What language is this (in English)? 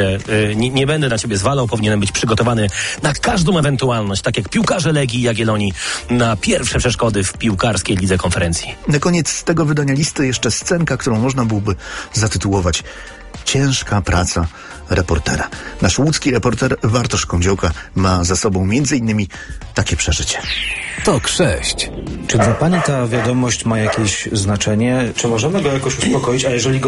Polish